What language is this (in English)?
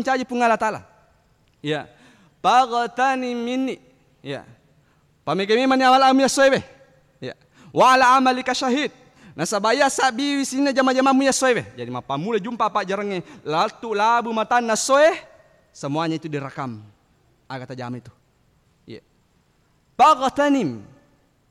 Buginese